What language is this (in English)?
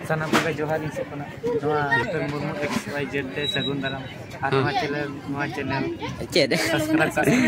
Santali